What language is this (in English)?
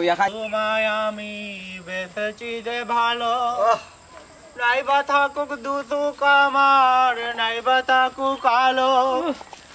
Sylheti